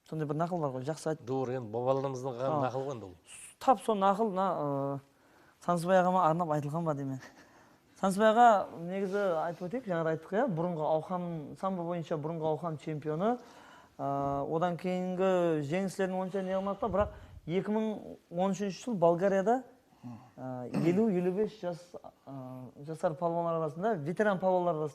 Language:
Kara-Kalpak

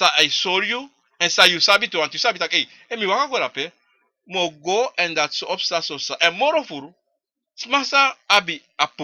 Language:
Sranan Tongo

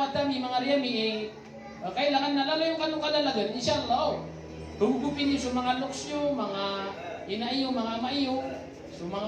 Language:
Maranao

